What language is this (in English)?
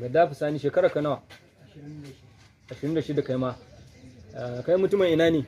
Hausa